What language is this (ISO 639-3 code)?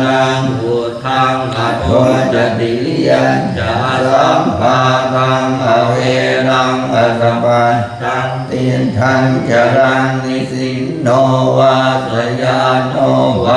pli